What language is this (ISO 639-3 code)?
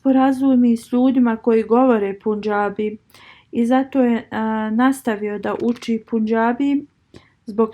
bos